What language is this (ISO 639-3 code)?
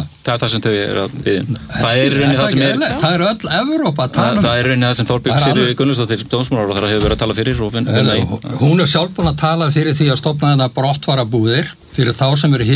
isl